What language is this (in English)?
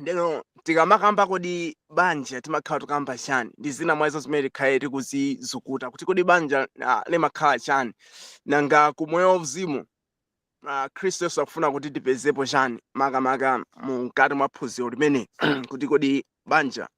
Nyanja